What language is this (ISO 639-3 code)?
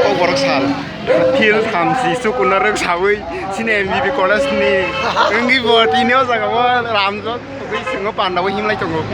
trp